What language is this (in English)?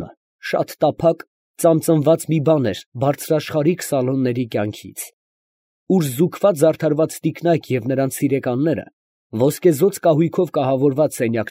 Armenian